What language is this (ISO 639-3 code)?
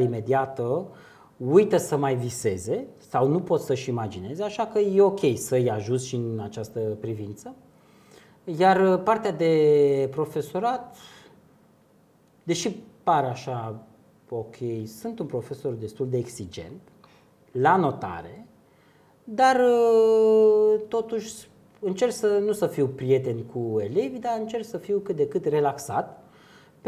ron